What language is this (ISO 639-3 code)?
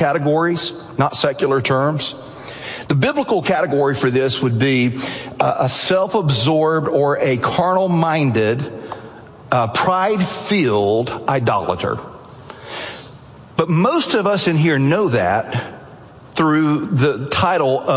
eng